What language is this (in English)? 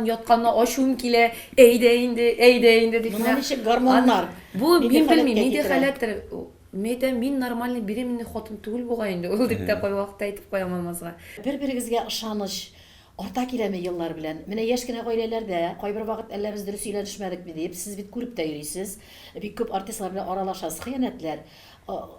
Tatar